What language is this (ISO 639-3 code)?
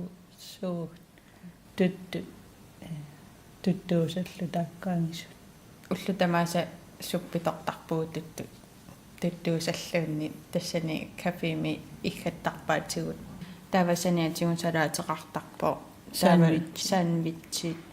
kal